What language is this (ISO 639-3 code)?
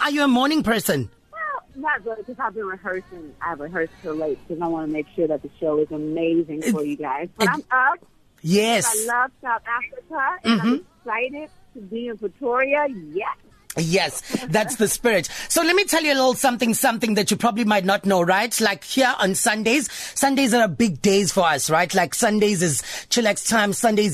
eng